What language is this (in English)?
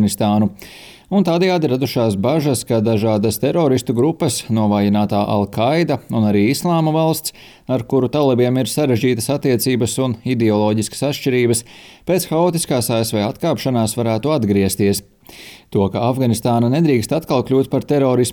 Latvian